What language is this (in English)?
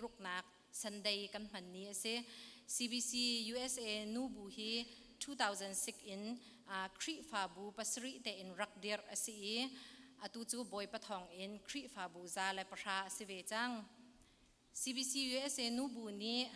Hakha Chin